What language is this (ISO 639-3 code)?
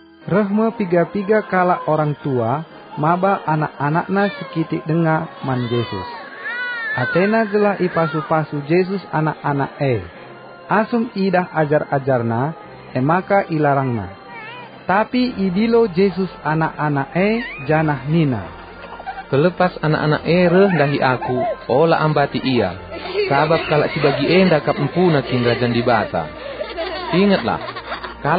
btx